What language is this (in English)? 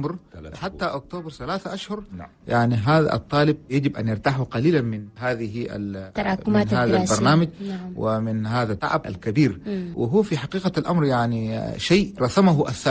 Chadian Arabic